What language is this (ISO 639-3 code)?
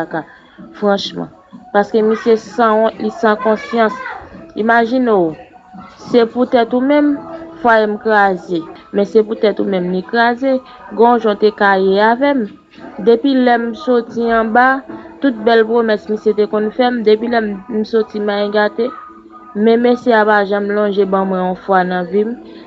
hat